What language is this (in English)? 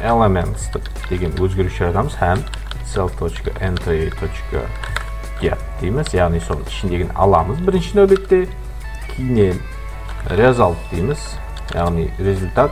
Kara-Kalpak